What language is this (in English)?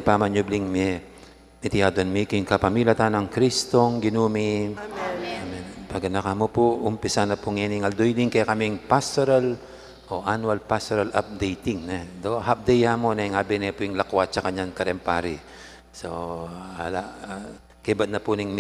Pampanga